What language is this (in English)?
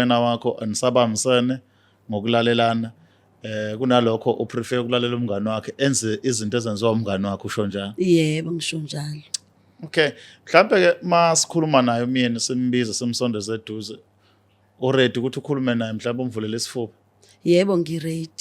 Zulu